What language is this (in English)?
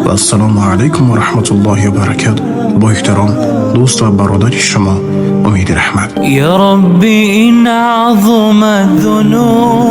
Tajik